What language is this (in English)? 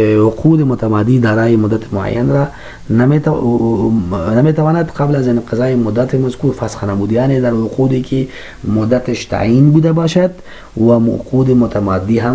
Persian